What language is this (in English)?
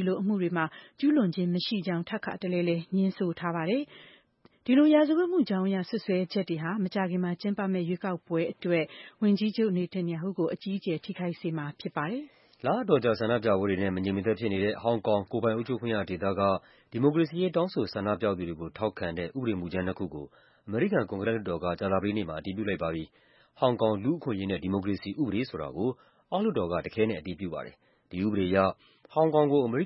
Burmese